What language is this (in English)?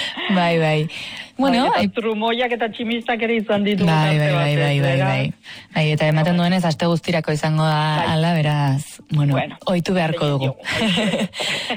Basque